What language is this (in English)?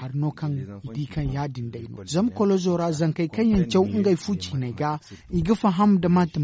Zarma